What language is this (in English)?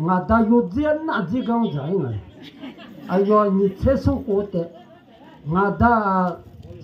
Akha